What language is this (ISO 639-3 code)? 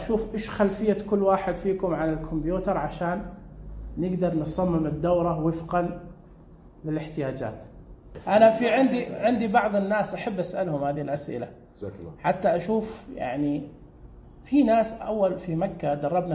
ars